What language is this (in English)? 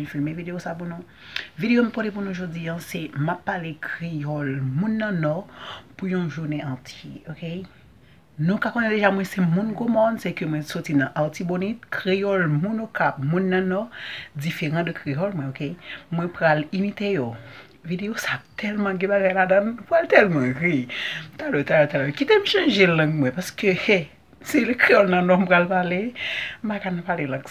Haitian Creole